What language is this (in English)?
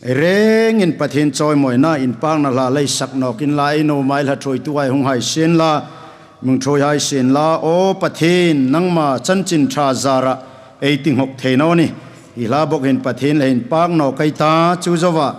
Hmar